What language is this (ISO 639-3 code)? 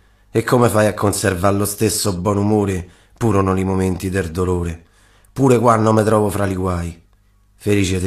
ita